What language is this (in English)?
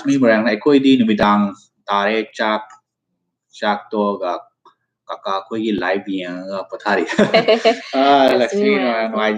Manipuri